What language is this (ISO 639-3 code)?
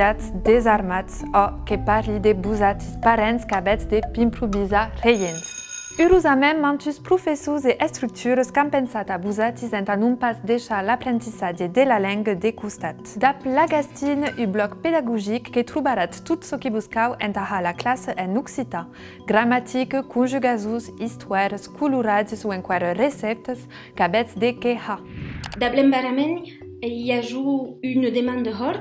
oci